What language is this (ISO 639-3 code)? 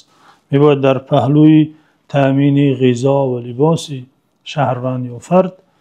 tgk